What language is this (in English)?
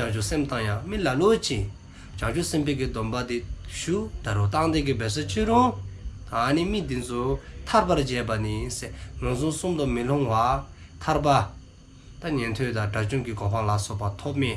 Dzongkha